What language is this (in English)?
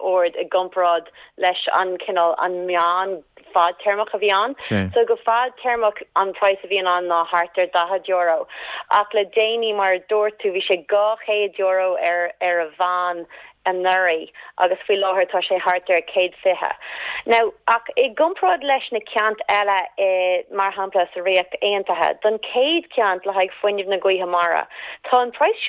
Irish